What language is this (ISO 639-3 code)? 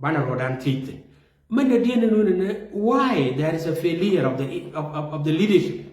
nus